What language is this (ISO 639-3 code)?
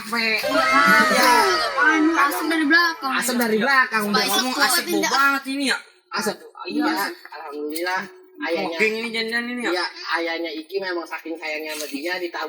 bew